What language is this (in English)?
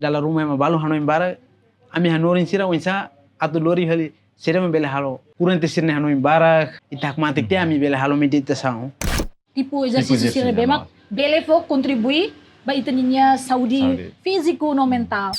Tetum